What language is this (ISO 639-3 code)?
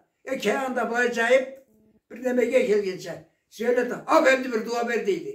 krc